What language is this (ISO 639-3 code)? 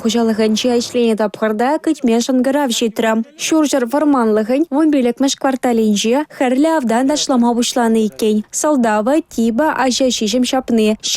chv